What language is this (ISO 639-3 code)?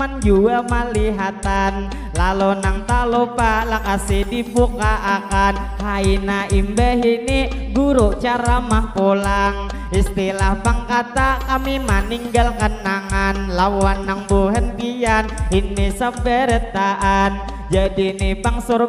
bjn